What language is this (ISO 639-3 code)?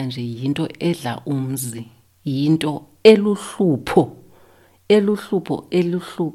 xho